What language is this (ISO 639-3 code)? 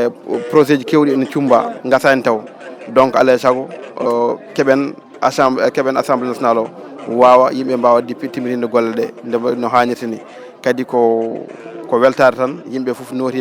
ful